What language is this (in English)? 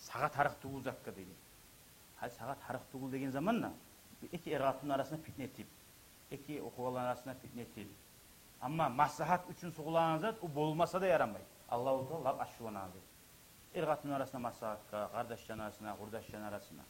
Kumyk